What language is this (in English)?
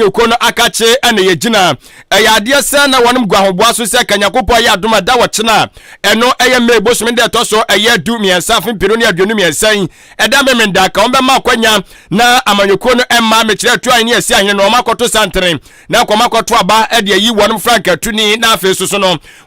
Akan